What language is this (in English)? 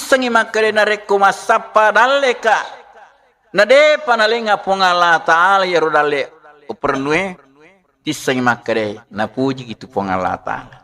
Buginese